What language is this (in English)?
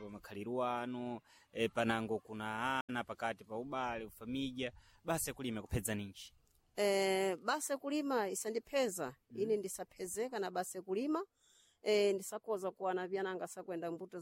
Sena